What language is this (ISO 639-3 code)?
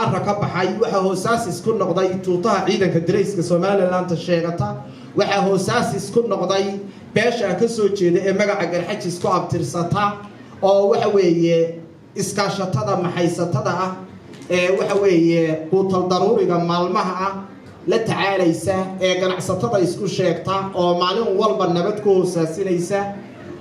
som